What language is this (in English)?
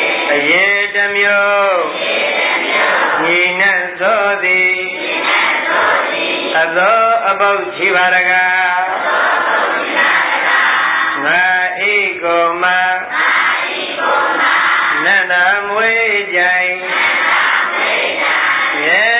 Burmese